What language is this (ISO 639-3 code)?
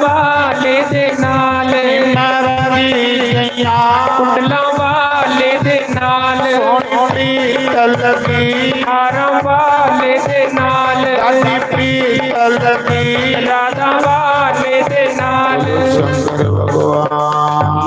doi